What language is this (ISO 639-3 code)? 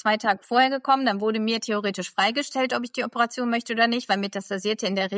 deu